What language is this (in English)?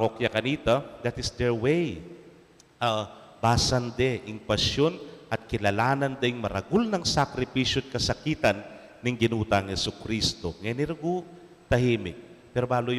Pampanga